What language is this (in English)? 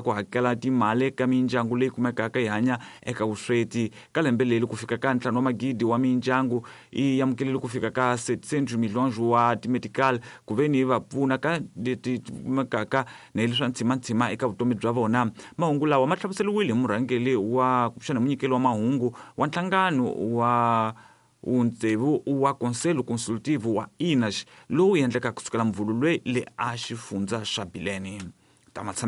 Tsonga